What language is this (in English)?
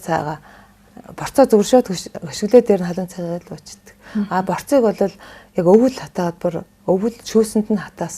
Mongolian